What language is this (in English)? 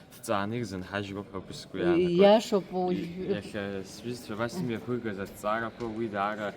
Abkhazian